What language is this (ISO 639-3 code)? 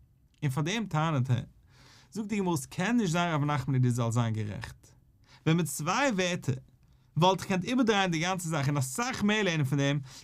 yid